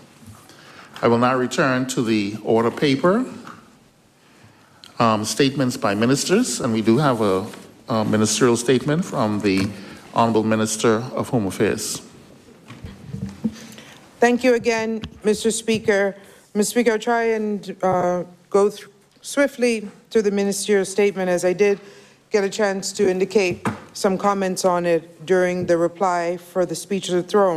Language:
English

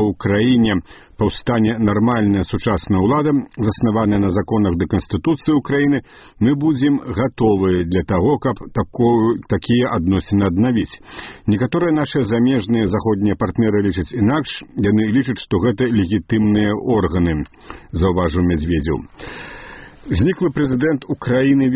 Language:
Belarusian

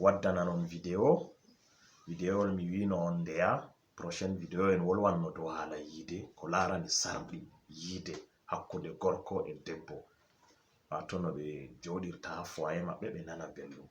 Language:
Fula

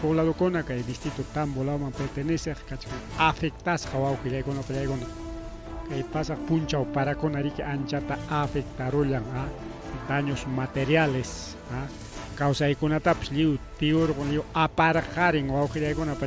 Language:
Ayacucho Quechua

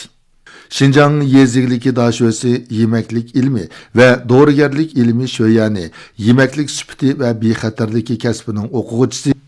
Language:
Uyghur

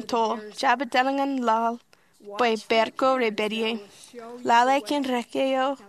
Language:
Marshallese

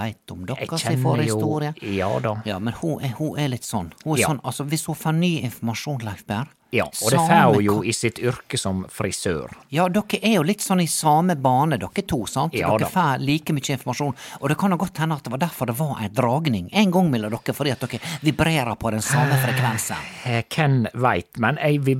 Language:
Norwegian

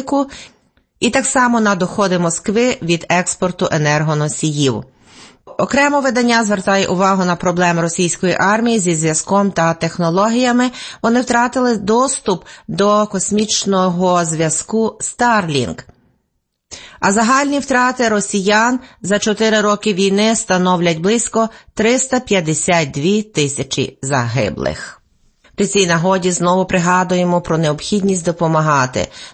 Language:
Ukrainian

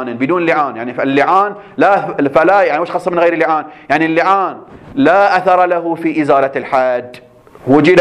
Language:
Arabic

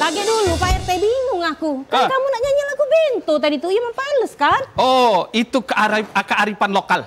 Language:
Musi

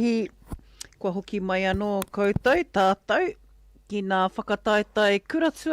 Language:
Māori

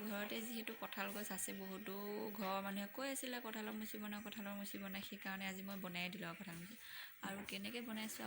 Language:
Assamese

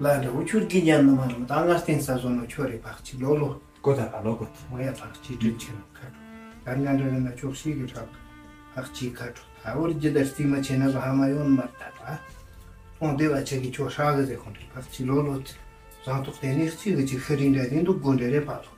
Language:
Tibetan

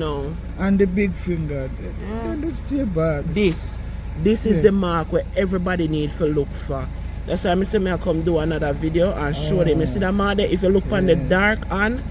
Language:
Jamaican Creole English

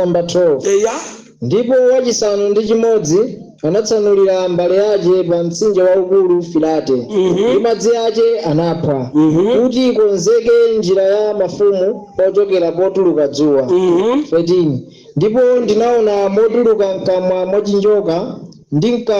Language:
Nyanja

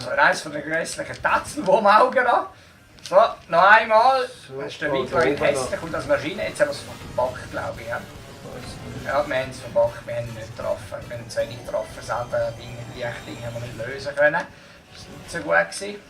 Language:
Swiss German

